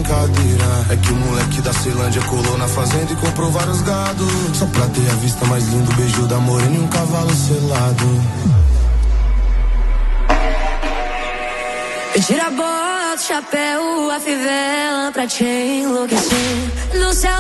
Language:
Portuguese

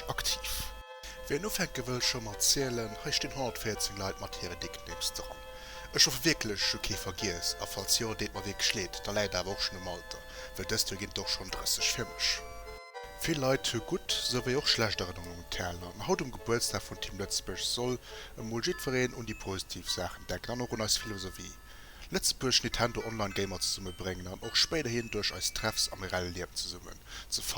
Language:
Luxembourgish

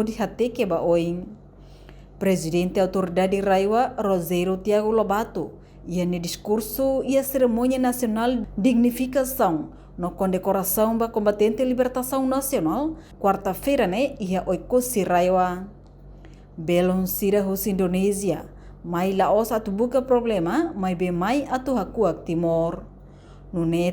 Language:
Tetum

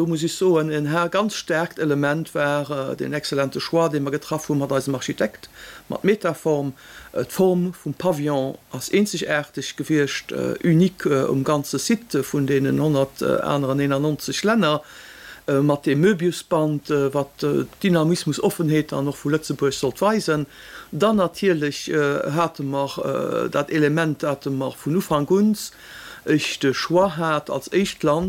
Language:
Luxembourgish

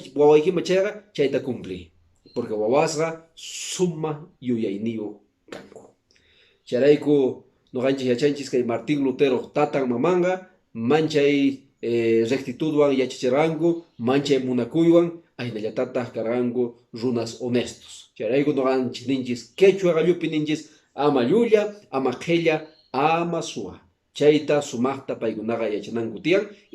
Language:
Quechua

